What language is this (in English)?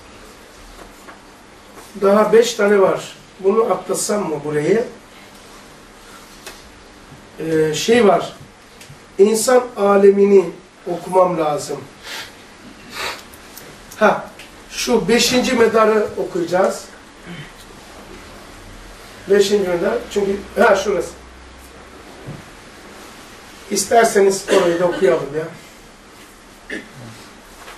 Turkish